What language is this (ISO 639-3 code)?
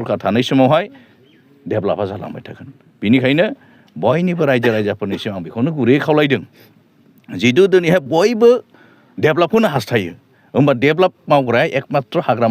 brx